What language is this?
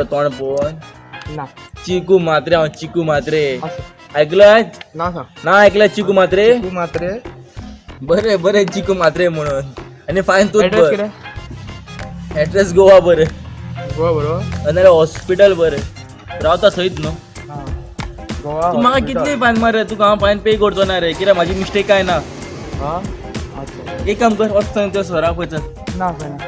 Konkani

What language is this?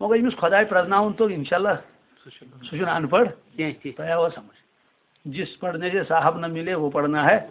Kashmiri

